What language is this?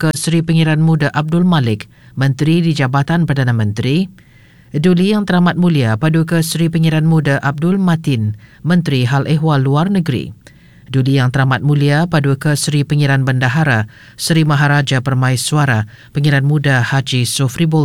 Malay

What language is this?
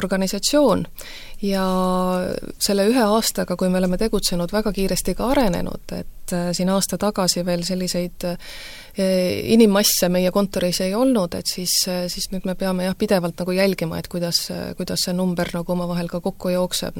Estonian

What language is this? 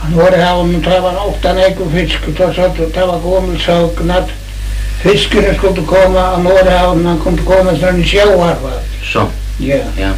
Faroese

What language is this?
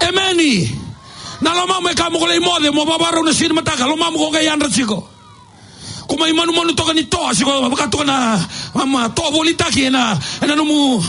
Fijian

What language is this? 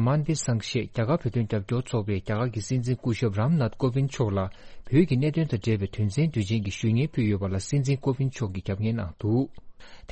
Tibetan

